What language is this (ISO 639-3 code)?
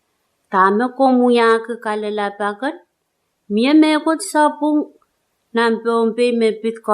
pon